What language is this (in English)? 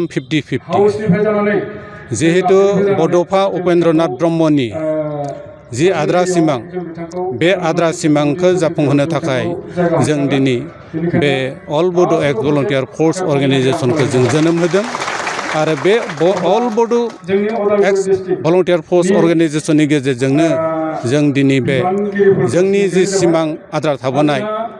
Bodo